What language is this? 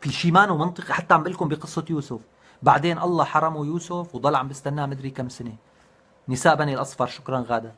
North Levantine Arabic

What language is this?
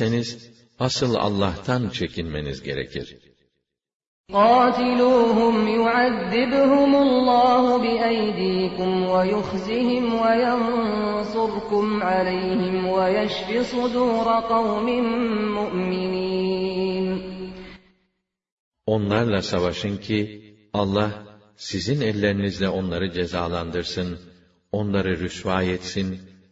Turkish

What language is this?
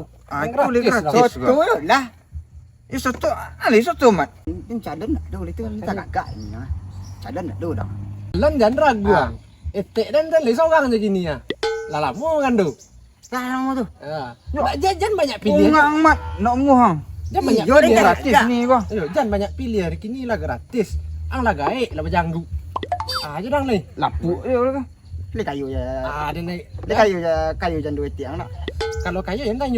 Minangkabau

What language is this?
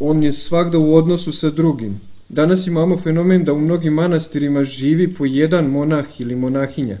Serbian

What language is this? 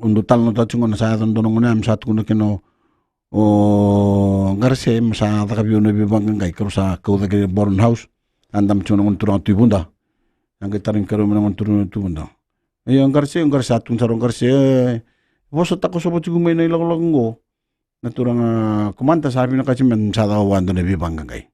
Fijian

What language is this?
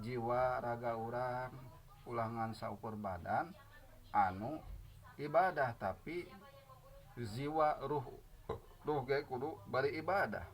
Sundanese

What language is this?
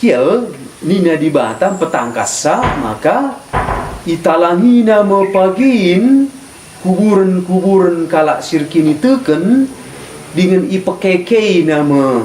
Batak Karo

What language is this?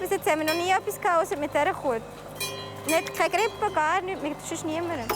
Swiss German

